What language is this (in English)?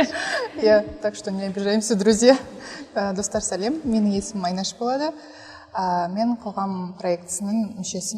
Kazakh